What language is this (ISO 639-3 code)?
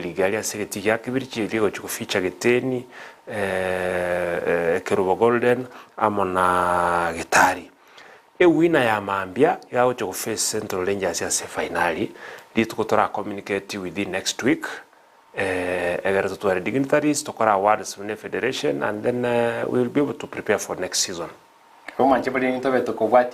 guz